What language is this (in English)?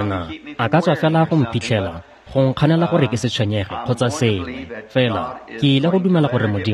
Tswana